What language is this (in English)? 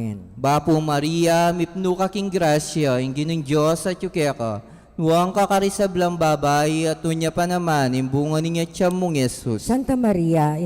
Pampanga